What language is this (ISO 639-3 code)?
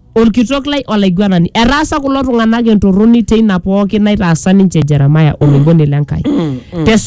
mas